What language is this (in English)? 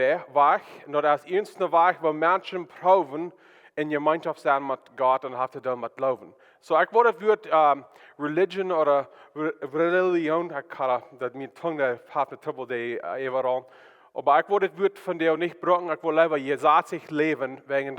Plautdietsch